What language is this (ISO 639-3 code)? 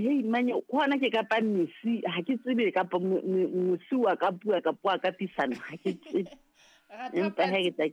sot